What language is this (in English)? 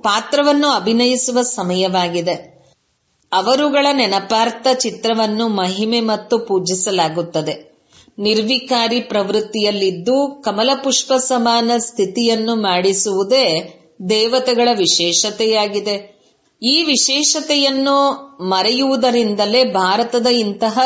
Kannada